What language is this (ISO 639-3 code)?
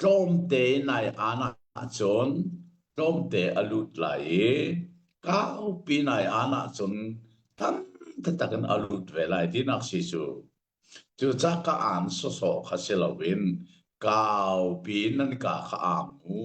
cnh